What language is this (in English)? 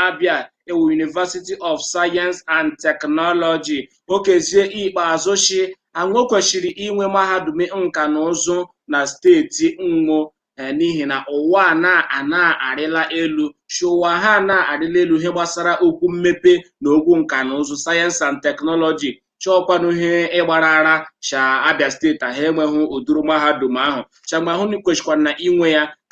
Igbo